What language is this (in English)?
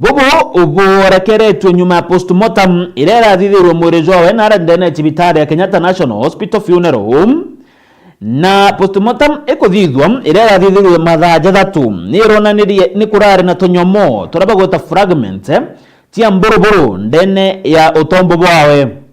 Meru